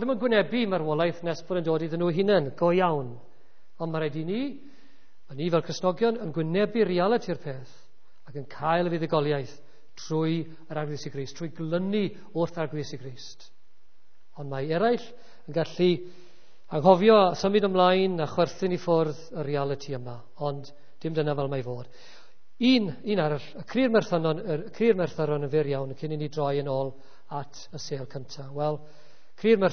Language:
Welsh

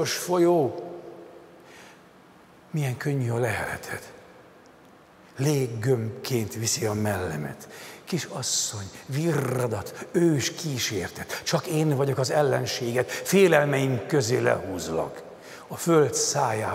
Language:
Hungarian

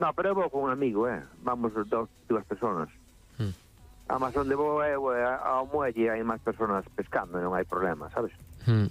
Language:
Galician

